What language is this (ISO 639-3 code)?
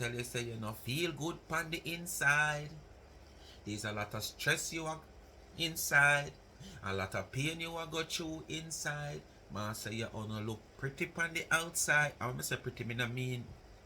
jam